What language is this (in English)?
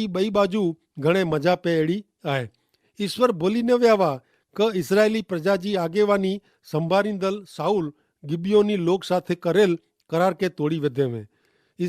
Kachhi